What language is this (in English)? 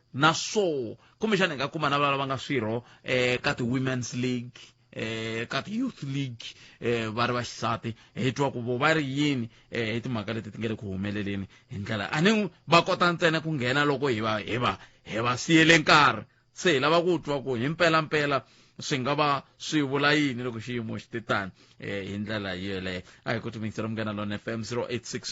Tsonga